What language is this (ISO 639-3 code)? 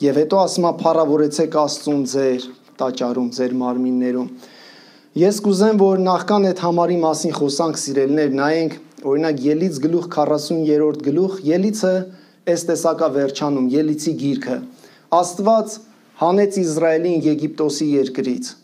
hye